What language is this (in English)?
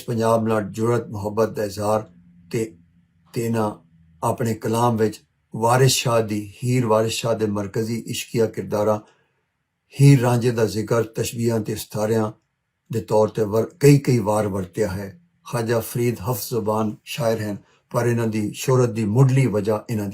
Western Panjabi